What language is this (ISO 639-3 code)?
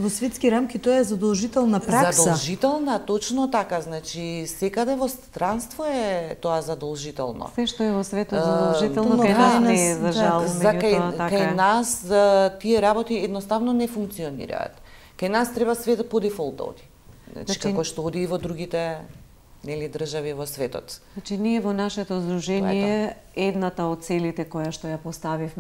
mkd